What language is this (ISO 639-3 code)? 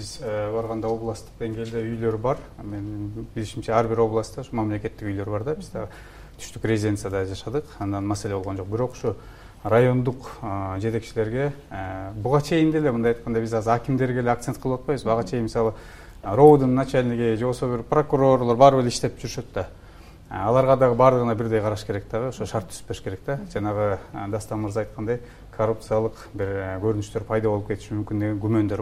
kir